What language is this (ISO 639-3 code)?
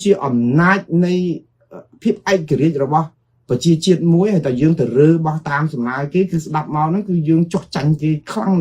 khm